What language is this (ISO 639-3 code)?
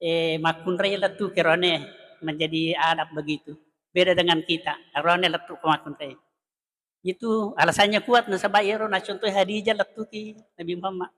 bug